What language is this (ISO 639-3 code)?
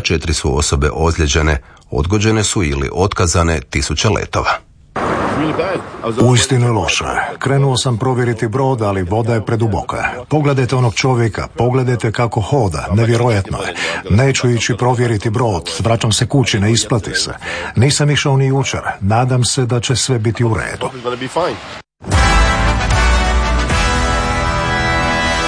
hrv